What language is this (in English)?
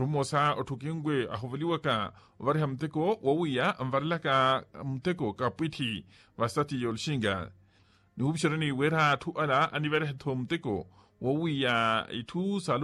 Makhuwa